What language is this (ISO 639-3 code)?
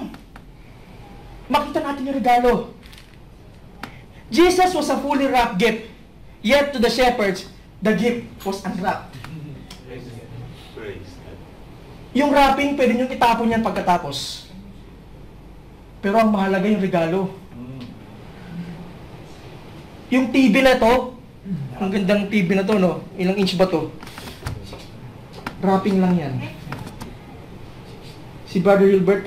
fil